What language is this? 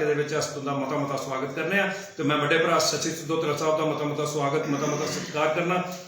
Dogri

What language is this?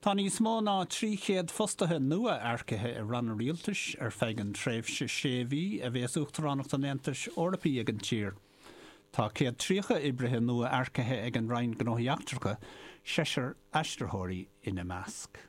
Irish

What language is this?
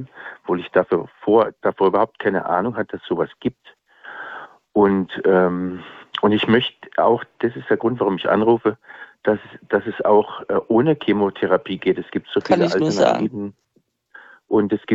German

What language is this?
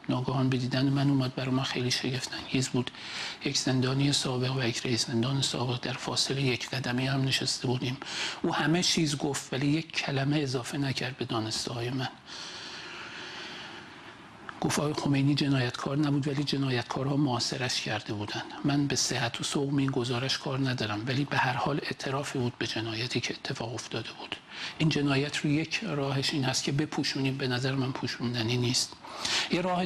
Persian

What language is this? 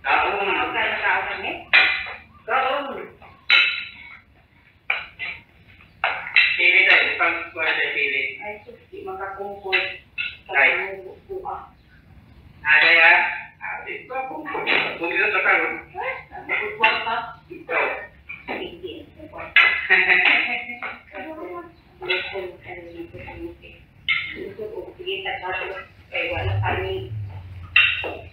Filipino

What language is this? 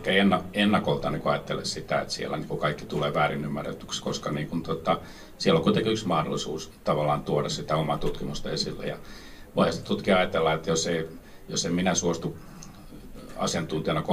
Finnish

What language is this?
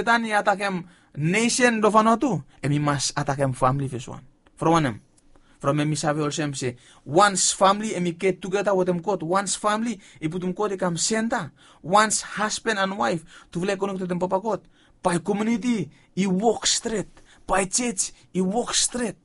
Bislama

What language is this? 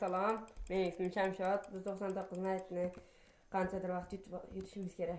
Uzbek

